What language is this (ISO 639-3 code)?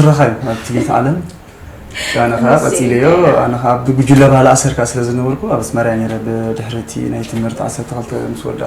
tir